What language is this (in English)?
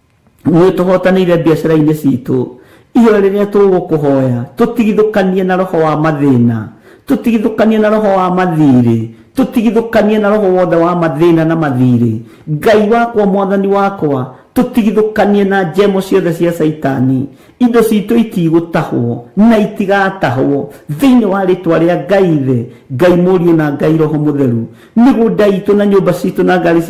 Kikuyu